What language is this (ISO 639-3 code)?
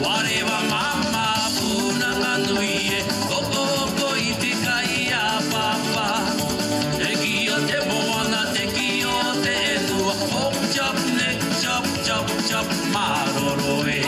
ton